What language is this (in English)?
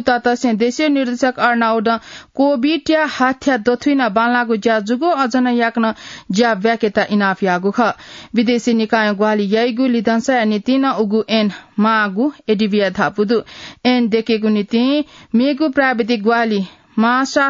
Newari